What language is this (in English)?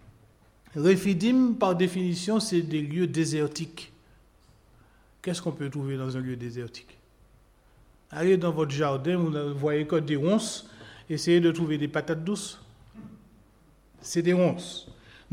French